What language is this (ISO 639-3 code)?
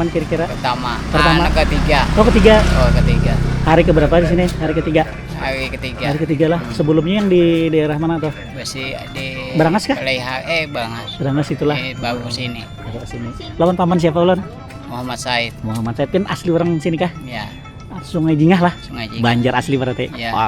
bjn